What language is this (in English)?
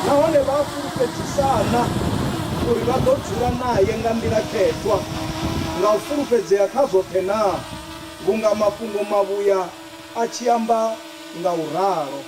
Venda